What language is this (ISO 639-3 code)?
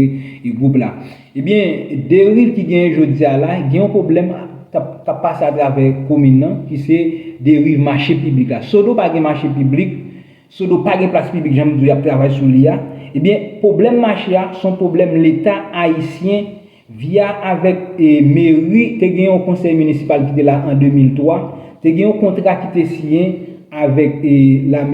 hat